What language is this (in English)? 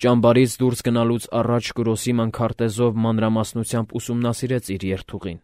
Armenian